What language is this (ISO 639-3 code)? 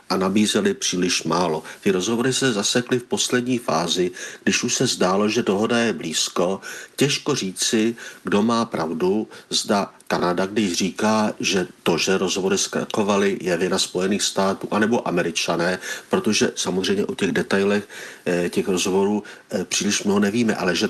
ces